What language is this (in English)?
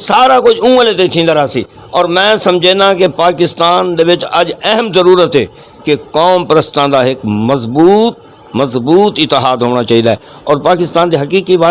Saraiki